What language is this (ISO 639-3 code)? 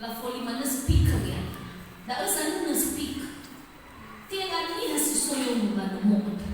nia